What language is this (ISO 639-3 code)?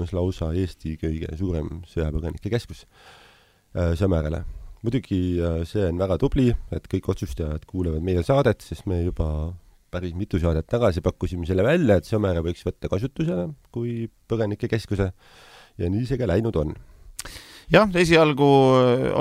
est